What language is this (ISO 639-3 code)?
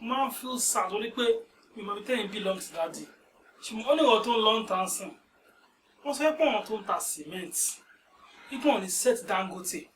yor